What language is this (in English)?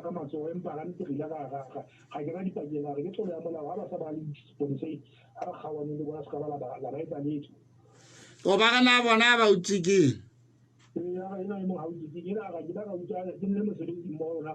Southern Sotho